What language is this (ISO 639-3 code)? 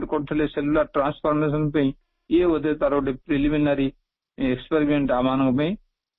ori